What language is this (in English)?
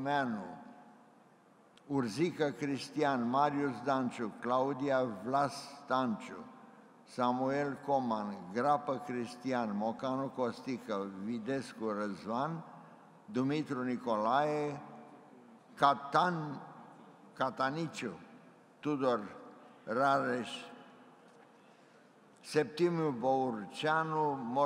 Romanian